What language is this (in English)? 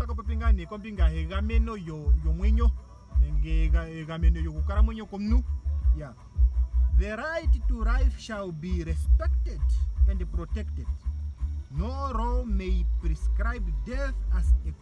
Ndonga